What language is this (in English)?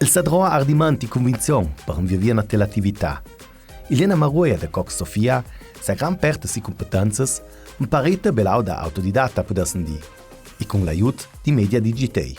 Ladin